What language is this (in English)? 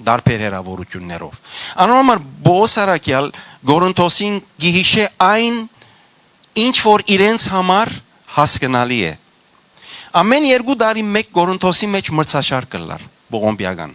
Western Armenian